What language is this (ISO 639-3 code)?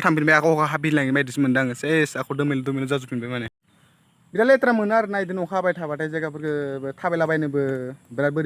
brx